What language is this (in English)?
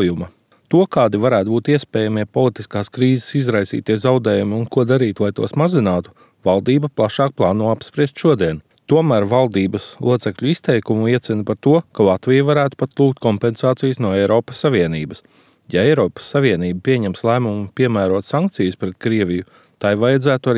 Latvian